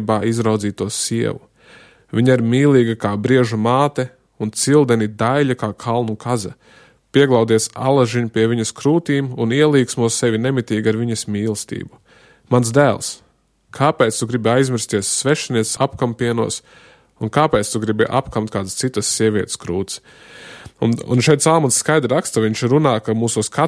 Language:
Latvian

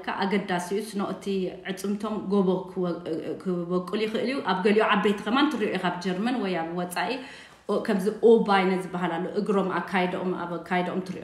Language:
Tigrinya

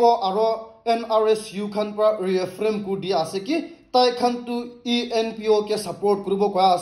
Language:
Naga Pidgin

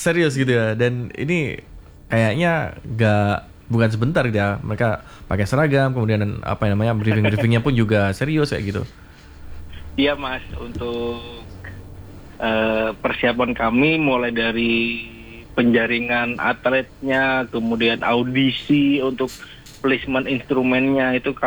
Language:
Indonesian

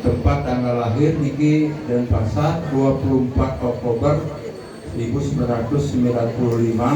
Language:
Balinese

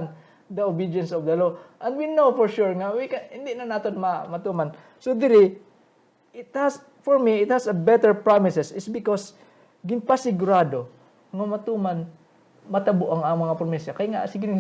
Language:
Hiligaynon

